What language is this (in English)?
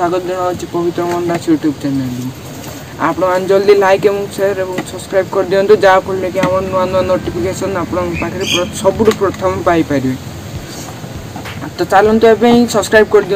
Odia